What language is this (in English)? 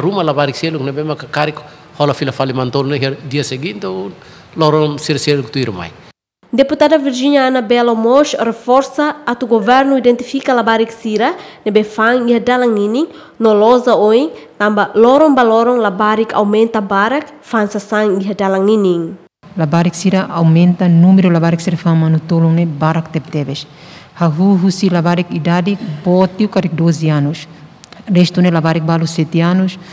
Tetum